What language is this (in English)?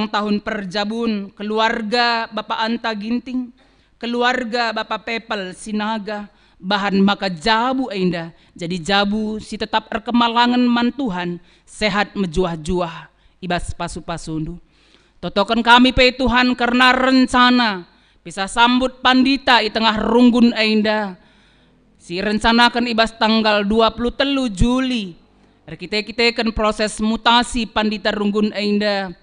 Batak Karo